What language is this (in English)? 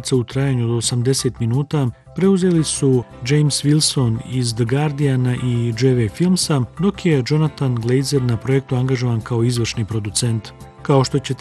Bosnian